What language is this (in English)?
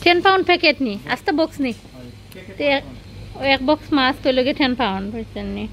Sylheti